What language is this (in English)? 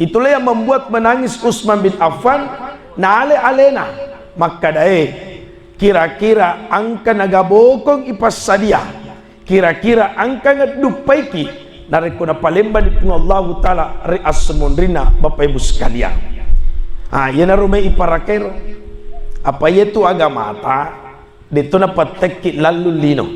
Buginese